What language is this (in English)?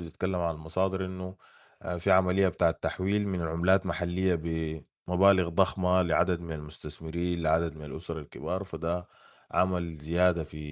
Sudanese Arabic